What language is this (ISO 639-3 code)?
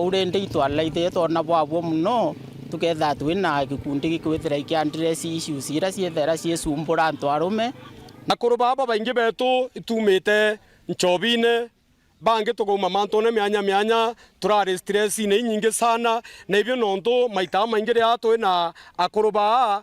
mer